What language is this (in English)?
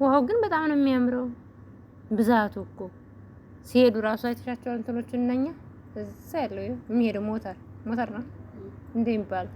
Amharic